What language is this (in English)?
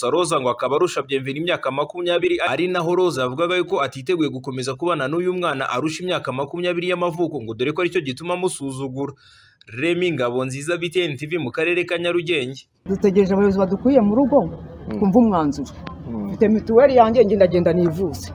Kinyarwanda